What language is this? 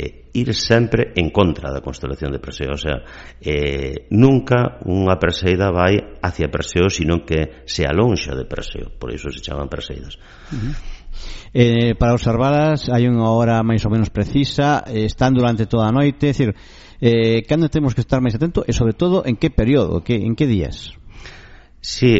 Galician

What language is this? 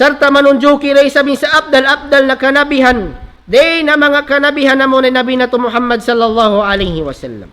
Tausug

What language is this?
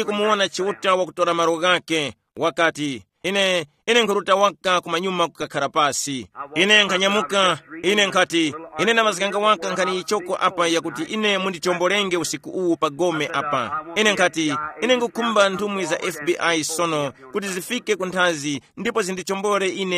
Tumbuka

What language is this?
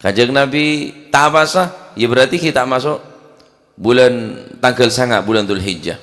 Madurese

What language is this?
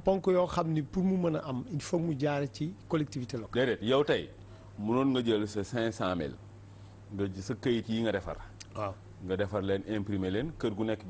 Wolof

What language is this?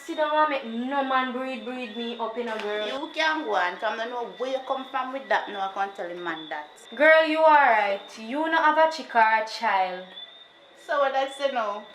Jamaican Creole English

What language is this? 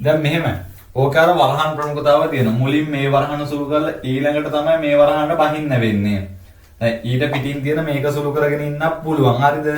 Sinhala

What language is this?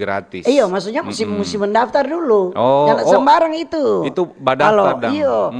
Manado Malay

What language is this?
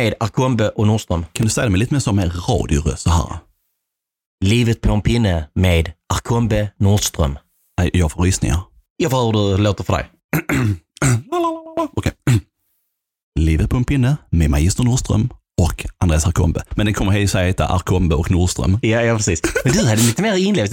Swedish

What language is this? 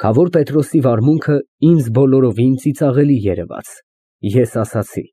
Armenian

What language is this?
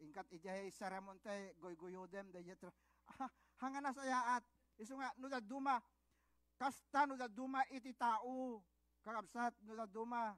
Iloko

